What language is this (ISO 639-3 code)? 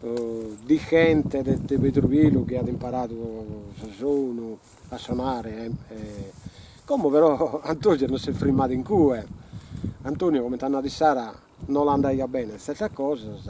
srd